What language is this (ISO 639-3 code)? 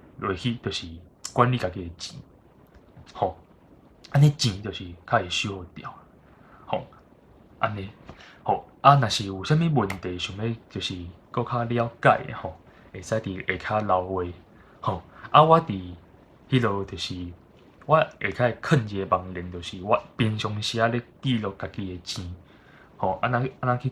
nan